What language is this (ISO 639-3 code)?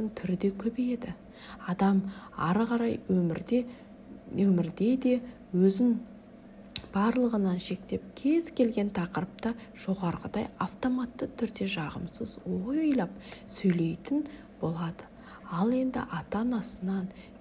kaz